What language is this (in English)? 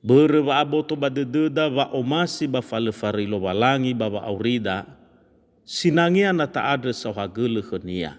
Nias